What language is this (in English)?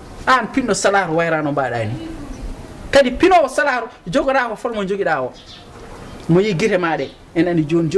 Fula